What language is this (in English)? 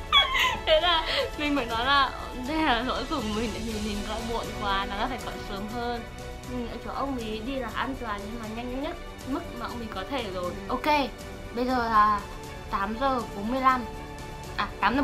Vietnamese